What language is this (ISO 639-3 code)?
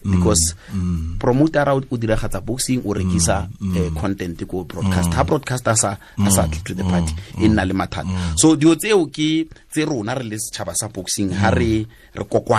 tsn